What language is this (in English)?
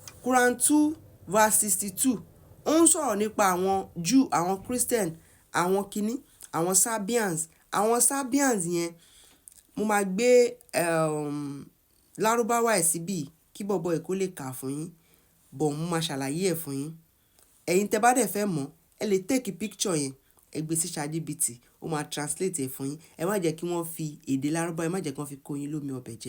Yoruba